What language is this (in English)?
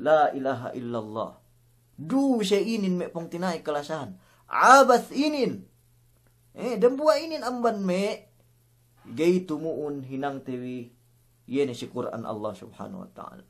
Yakan